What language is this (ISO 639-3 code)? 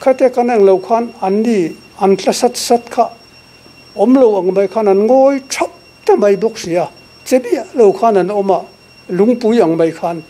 lus